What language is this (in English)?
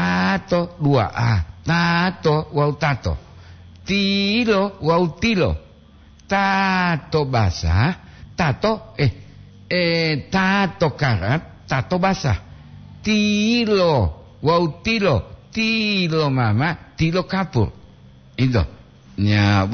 Gorontalo